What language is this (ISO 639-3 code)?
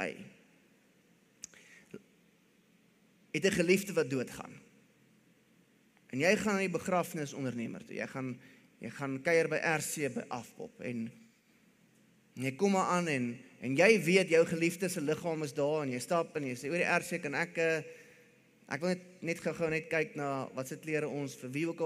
afr